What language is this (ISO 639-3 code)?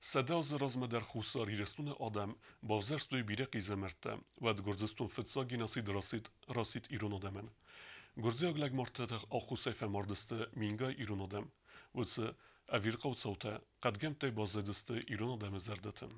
oss